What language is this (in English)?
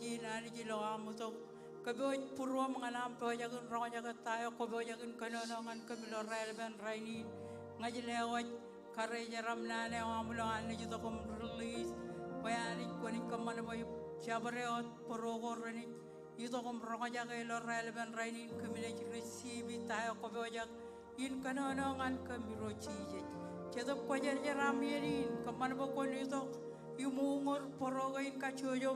Marshallese